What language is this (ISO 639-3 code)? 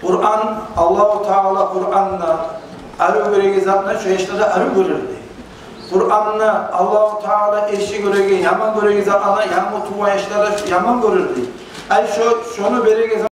kum